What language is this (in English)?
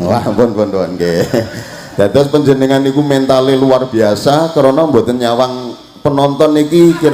Javanese